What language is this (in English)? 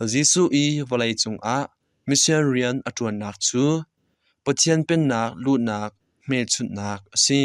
Hakha Chin